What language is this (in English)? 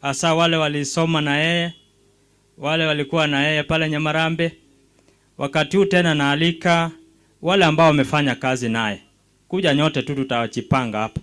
Gusii